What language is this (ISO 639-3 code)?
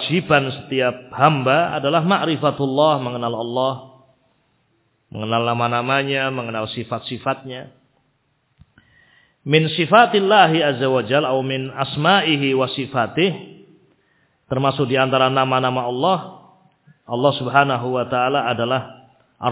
ind